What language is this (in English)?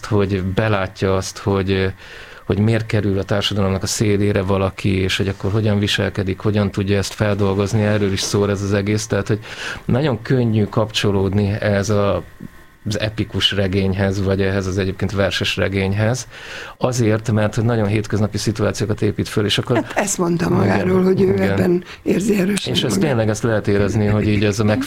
Hungarian